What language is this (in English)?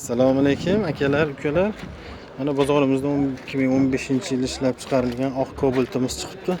Uzbek